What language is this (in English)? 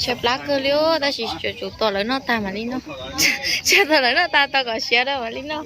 Hmong